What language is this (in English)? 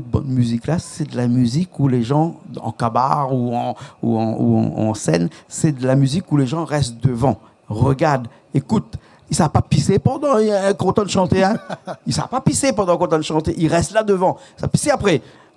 Réunion Creole French